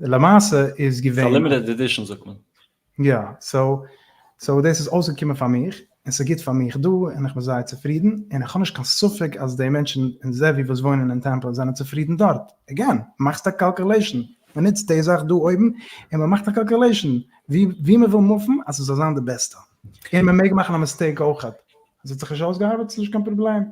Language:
Yiddish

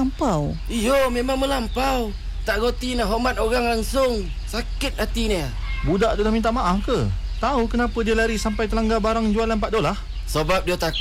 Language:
Malay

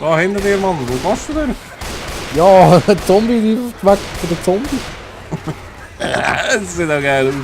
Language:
Swiss German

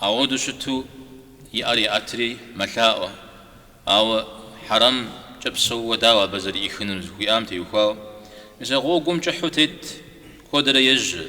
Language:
Kabardian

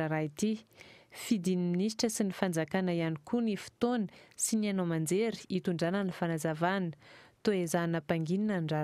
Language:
Malagasy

